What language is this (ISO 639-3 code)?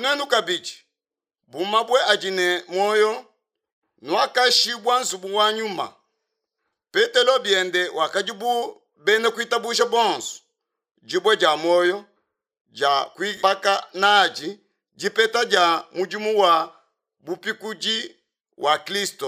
lua